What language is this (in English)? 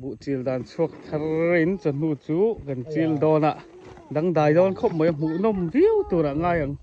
Mizo